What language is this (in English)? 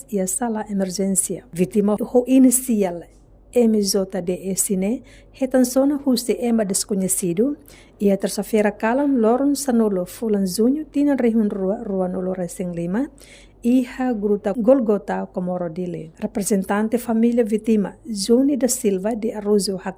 Tetum